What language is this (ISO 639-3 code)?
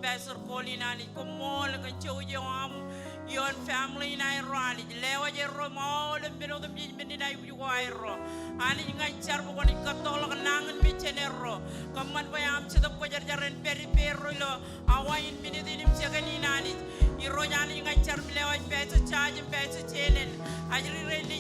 mah